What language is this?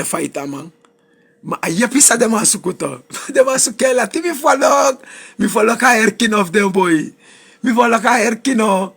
Sranan Tongo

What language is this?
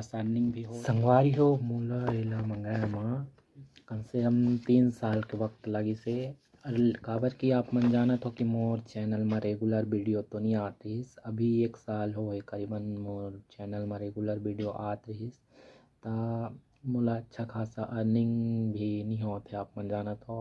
Chhattisgarhi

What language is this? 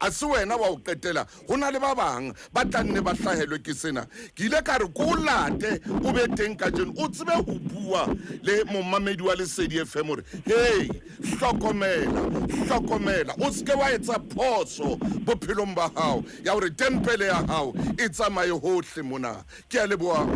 Southern Sotho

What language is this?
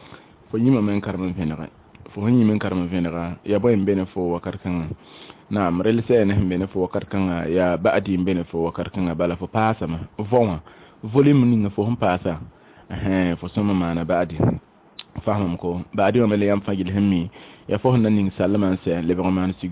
Mossi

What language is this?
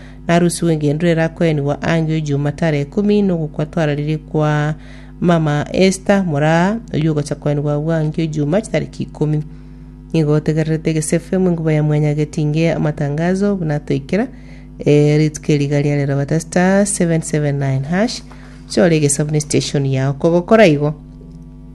Gusii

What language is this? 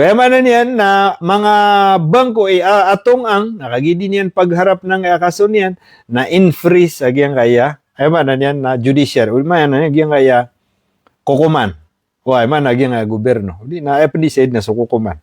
Maranao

